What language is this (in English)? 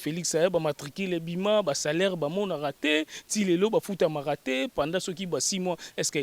Lingala